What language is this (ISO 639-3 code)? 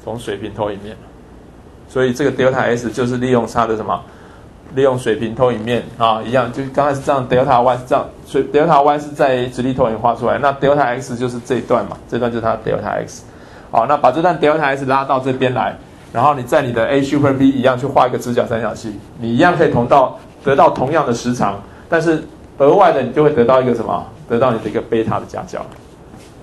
zho